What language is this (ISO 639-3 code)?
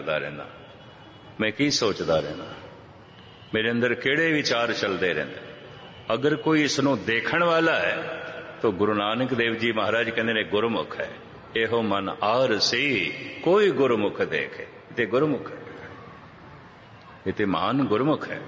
pan